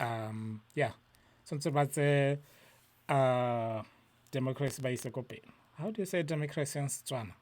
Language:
Tswana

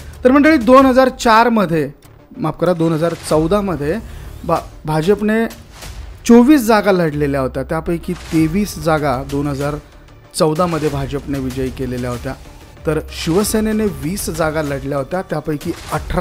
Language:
Marathi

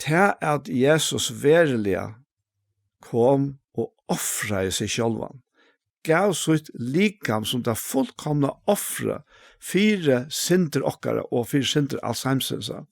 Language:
Faroese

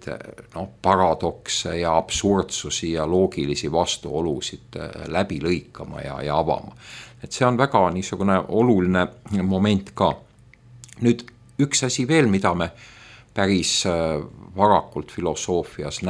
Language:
Estonian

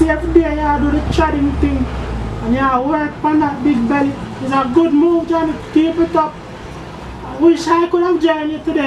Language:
Jamaican Creole English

